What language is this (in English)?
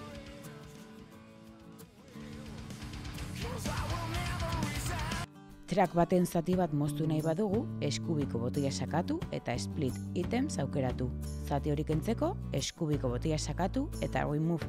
Basque